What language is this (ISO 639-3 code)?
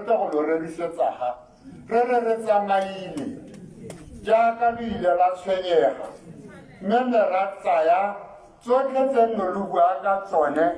tsn